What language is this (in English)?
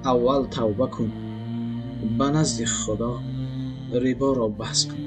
Tajik